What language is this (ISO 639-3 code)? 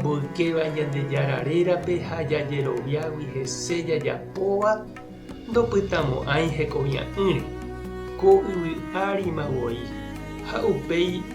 grn